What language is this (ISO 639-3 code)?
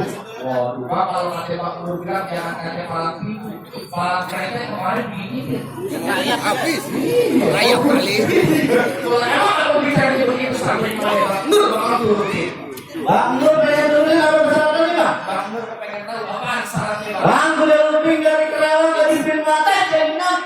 bew